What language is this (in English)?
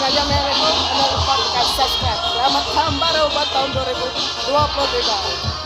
Iban